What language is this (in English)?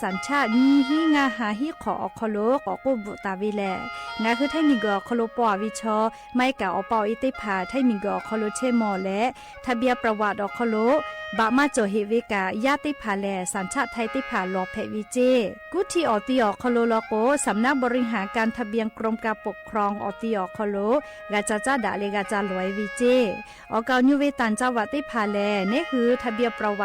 Lahu